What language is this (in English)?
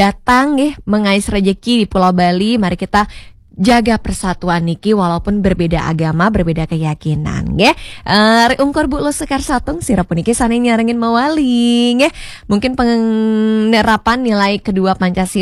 Balinese